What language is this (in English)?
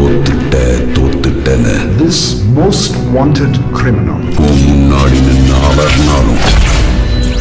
Tamil